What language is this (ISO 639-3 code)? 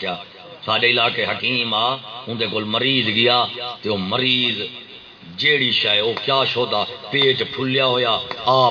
skr